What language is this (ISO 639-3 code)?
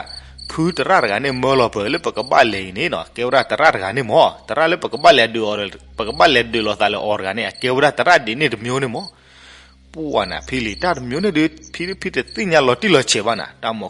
ksw